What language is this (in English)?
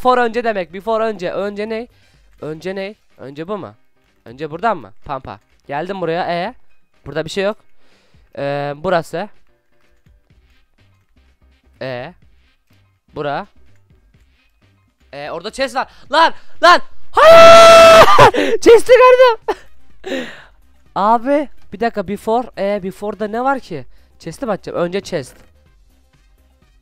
Turkish